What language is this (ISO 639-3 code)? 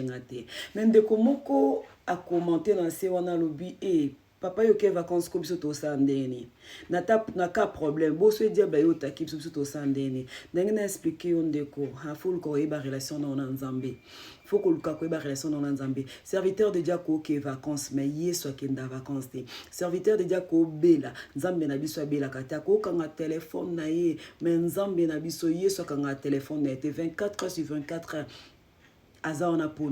lin